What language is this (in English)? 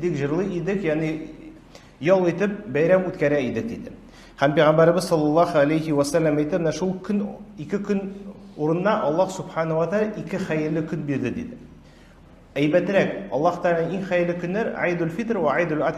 Tatar